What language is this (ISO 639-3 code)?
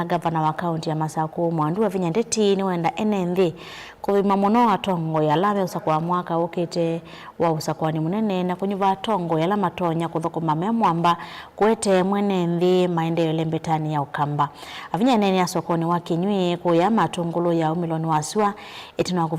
kam